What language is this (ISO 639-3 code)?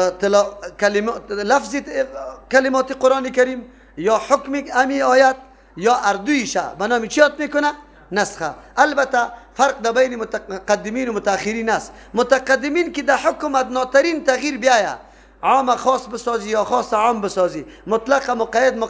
fas